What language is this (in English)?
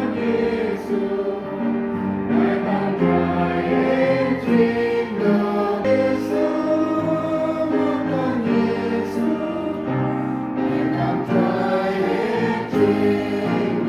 Central Mnong